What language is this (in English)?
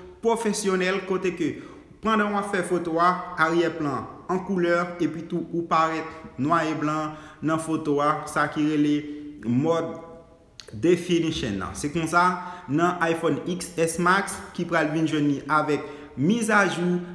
Haitian Creole